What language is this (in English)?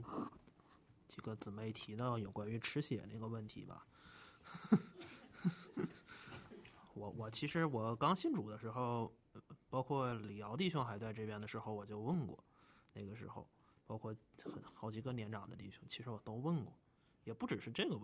Chinese